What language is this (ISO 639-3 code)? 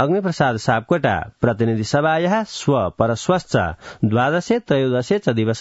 san